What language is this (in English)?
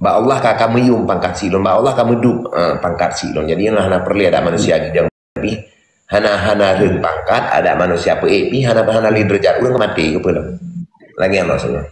Achinese